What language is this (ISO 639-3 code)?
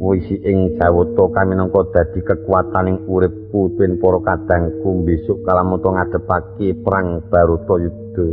jav